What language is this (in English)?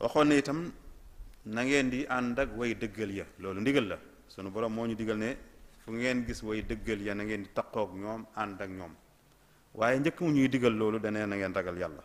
Wolof